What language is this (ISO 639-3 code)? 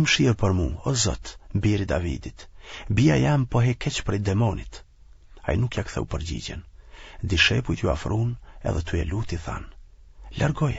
sqi